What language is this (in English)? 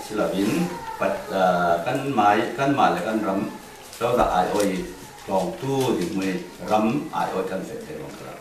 Falam Chin